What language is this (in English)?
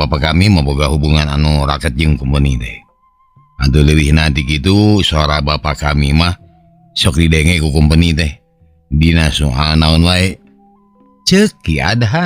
Sundanese